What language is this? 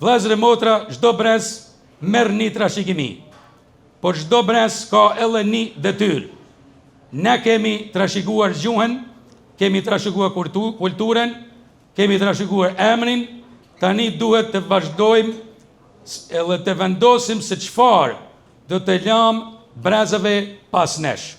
Albanian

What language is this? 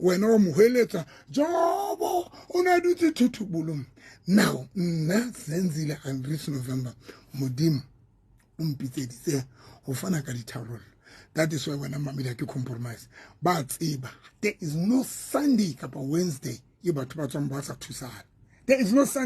Southern Sotho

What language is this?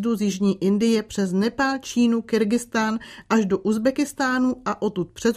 Czech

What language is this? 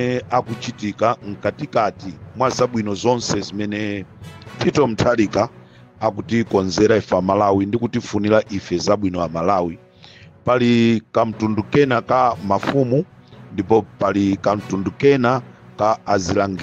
Nyanja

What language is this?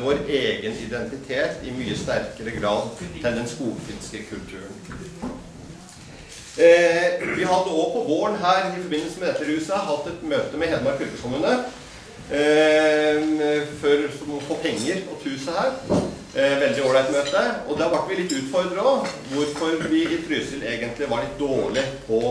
Norwegian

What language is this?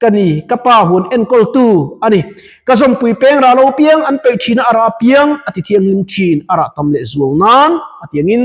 Mizo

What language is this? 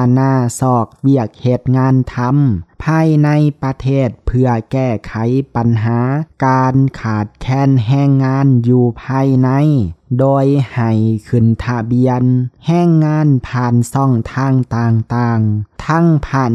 Lao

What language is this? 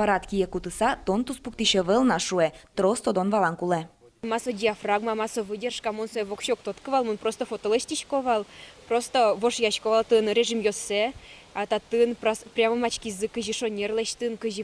Udmurt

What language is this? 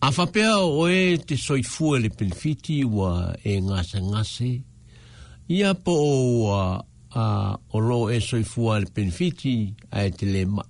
Samoan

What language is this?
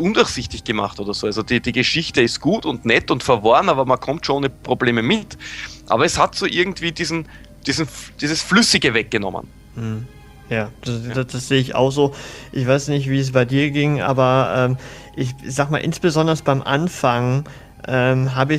German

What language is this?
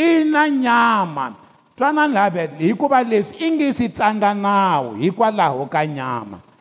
Tsonga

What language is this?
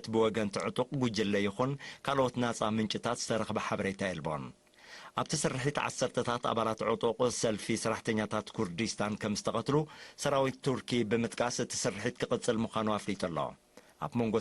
Tigrinya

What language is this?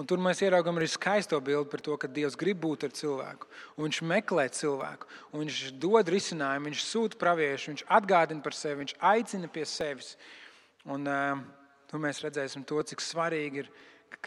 Latvian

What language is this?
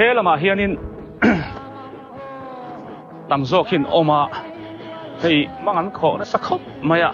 Biete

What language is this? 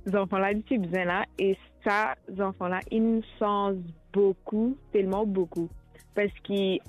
Morisyen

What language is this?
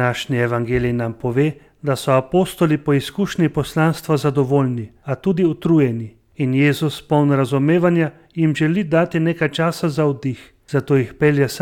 Slovenian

